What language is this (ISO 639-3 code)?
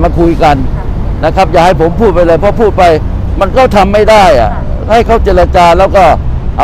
tha